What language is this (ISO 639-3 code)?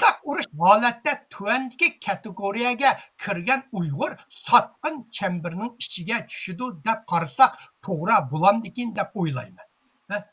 uig